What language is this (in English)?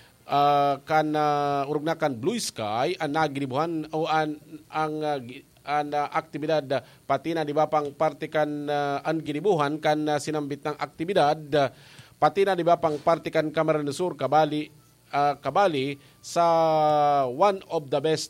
Bikol